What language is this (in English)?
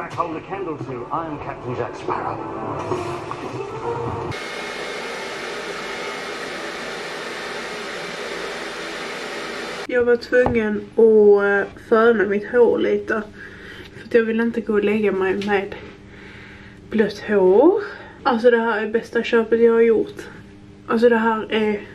Swedish